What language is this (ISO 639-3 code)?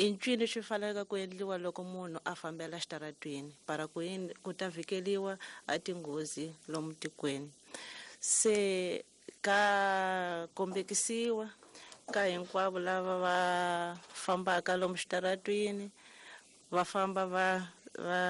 tso